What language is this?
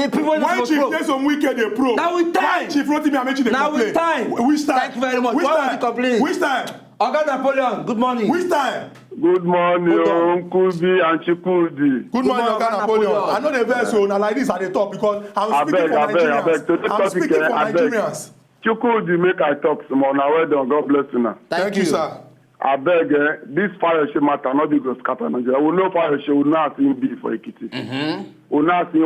Nigerian Pidgin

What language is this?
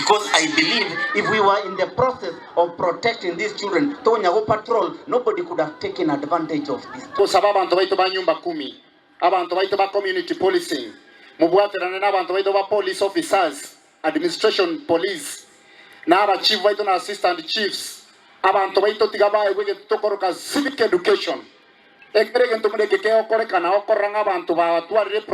Gusii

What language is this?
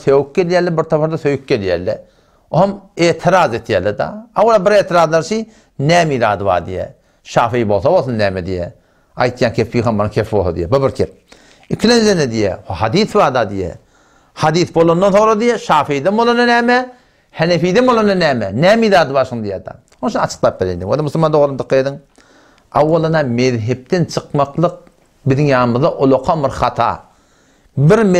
Turkmen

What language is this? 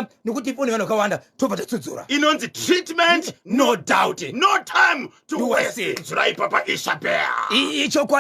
Shona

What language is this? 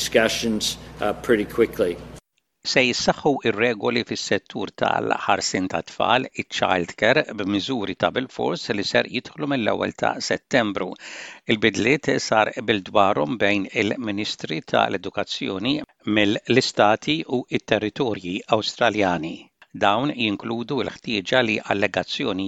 Maltese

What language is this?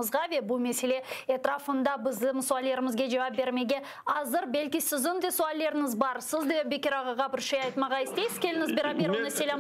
Crimean Tatar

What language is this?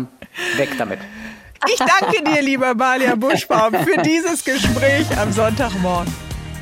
German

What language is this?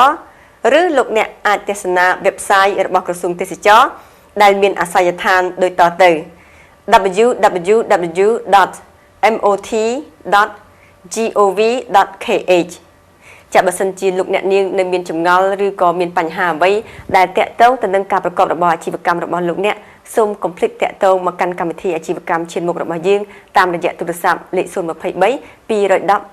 Khmer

